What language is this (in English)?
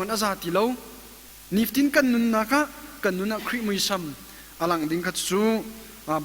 Hakha Chin